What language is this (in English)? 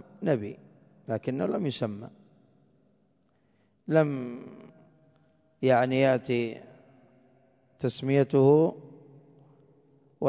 Arabic